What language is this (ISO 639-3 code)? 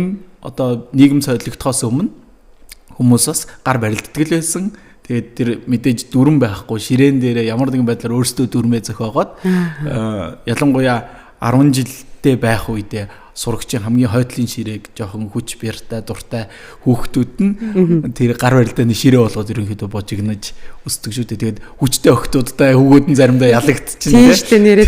mon